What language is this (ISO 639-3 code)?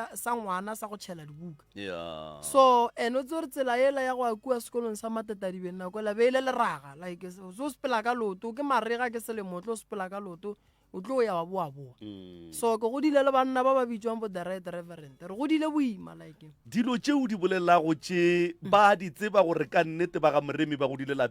nso